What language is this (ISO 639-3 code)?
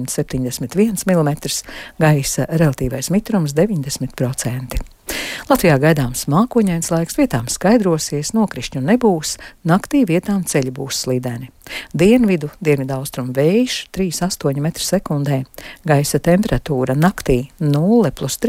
lav